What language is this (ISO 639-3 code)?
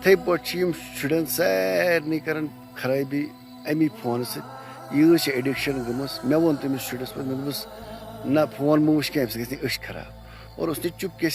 kas